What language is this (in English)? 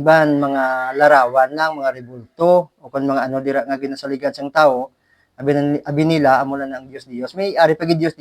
Hiligaynon